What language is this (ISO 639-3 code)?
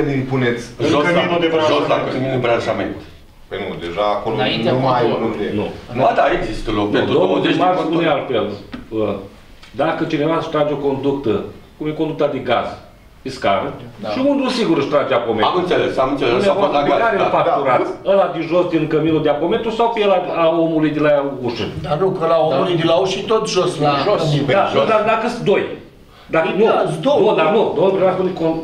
ron